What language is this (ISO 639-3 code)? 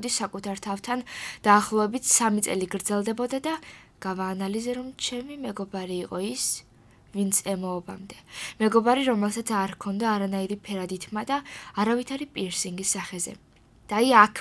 kat